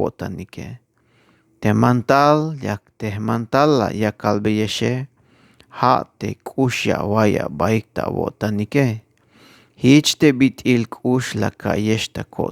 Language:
Tzeltal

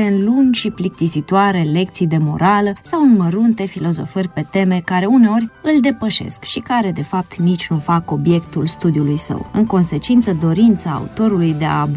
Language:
Romanian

